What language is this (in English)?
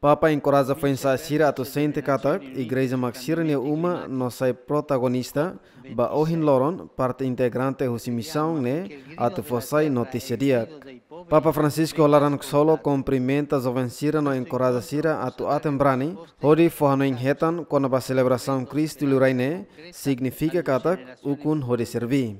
Tetum